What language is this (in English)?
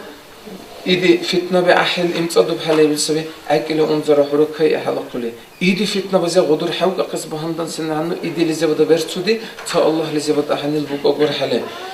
Dargwa